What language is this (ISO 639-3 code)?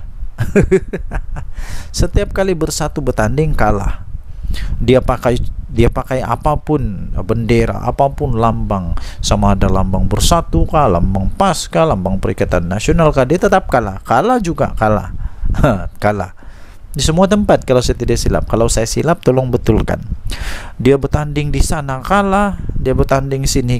msa